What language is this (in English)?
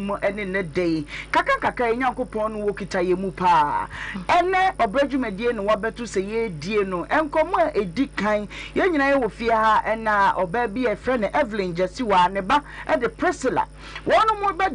Akan